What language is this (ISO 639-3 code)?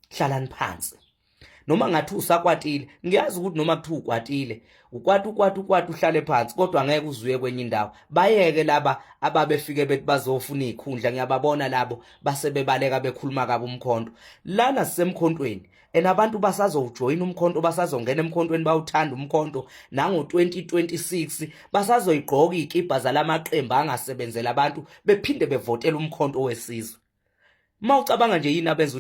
zul